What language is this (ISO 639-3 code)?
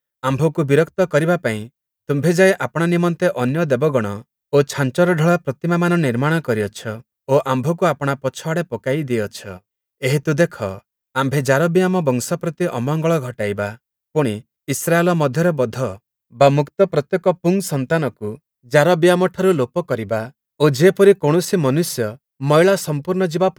ori